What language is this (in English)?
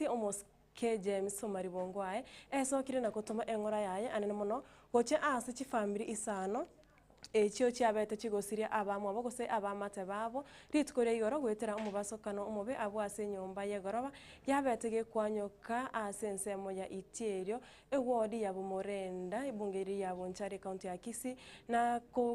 Gusii